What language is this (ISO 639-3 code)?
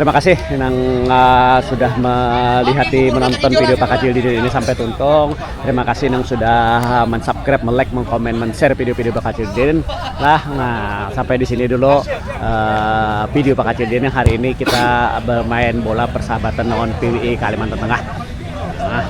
bjn